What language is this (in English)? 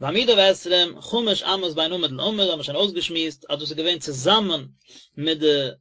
Yiddish